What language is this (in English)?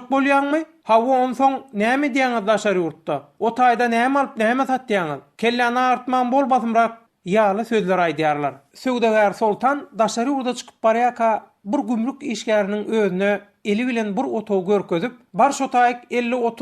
Turkmen